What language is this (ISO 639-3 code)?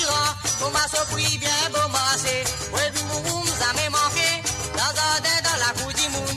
mfe